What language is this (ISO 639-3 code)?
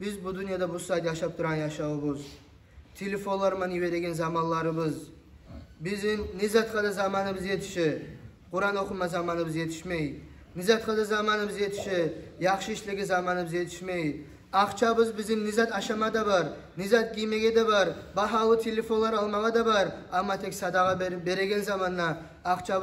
kum